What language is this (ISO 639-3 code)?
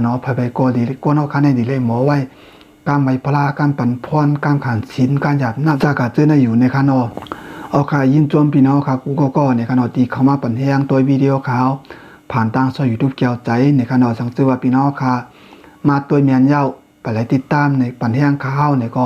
shn